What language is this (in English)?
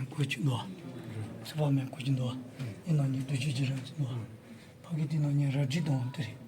Tibetan